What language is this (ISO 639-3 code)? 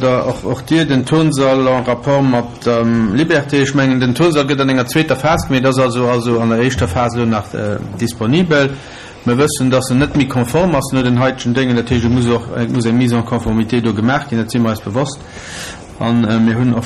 ltz